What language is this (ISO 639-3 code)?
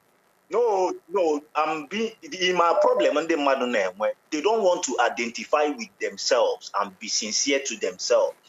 ibo